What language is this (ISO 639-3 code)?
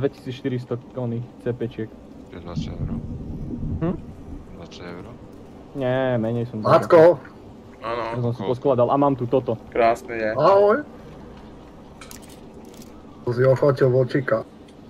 slk